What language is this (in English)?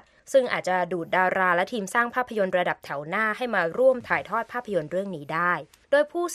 Thai